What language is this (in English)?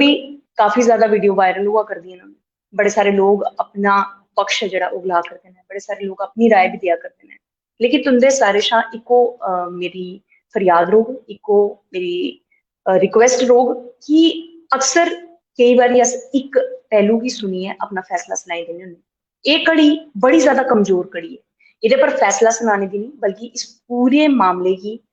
Dogri